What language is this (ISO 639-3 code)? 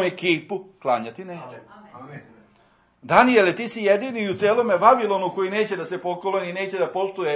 srp